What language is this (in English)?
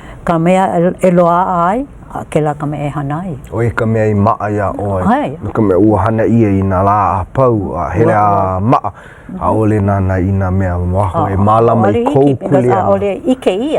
Hawaiian